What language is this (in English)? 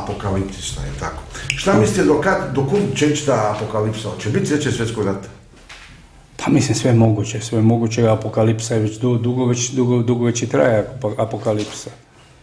Croatian